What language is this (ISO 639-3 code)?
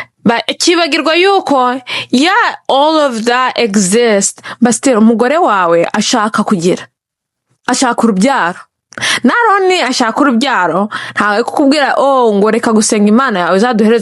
kin